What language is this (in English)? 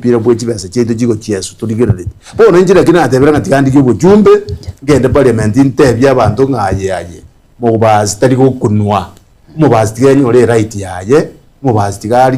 Gusii